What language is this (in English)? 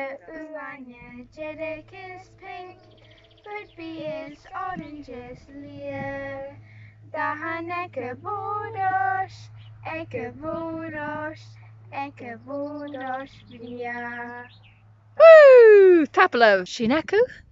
Scottish Gaelic